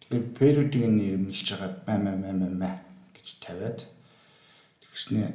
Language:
Mongolian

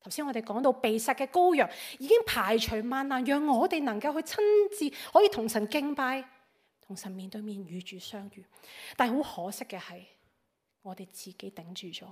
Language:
Cantonese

